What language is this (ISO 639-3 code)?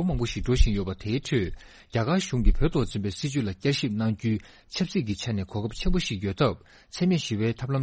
bod